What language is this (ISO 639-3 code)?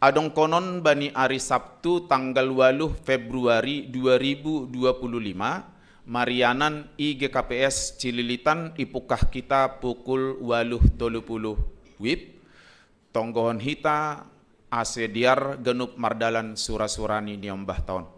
bts